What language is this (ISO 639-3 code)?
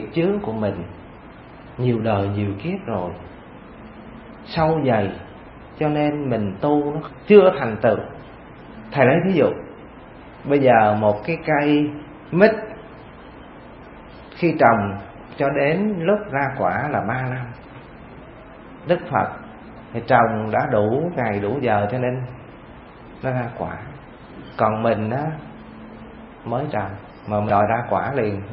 vie